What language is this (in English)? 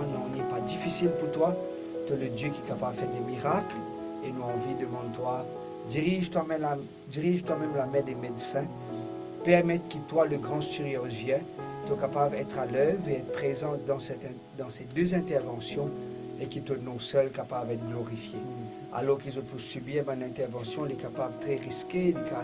Morisyen